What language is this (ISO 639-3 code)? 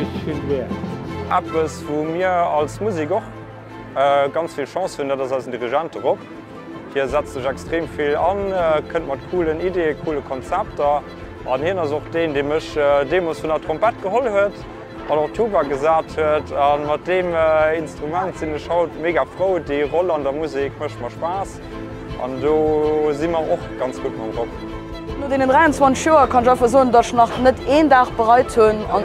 ltz